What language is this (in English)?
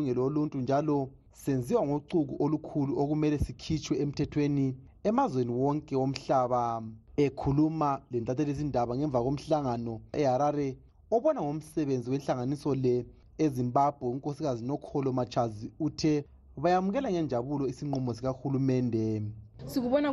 North Ndebele